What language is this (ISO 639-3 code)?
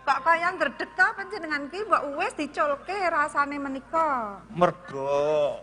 jav